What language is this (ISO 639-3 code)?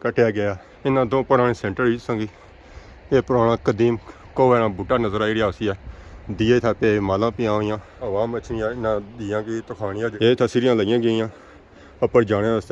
phr